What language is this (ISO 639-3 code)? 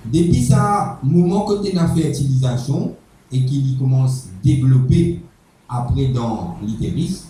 mfe